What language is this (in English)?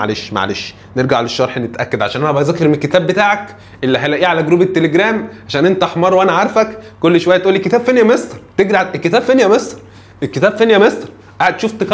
Egyptian Arabic